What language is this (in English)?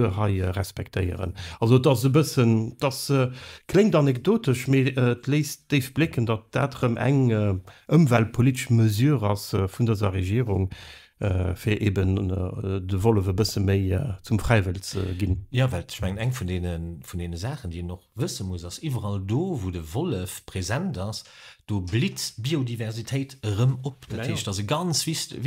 Luxembourgish